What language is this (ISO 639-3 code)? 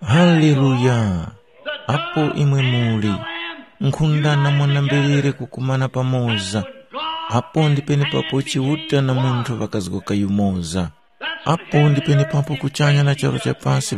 tum